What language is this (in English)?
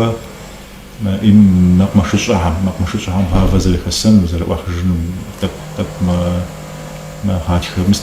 Kabardian